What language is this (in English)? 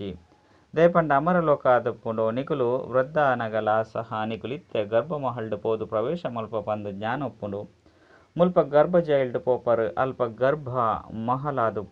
Tulu